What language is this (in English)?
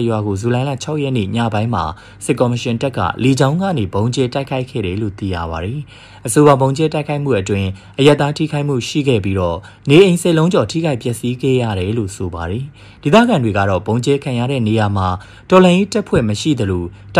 Burmese